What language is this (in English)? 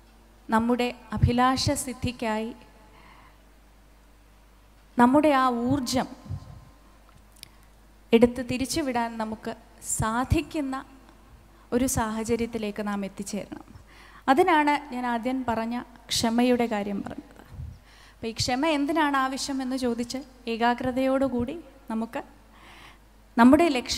Malayalam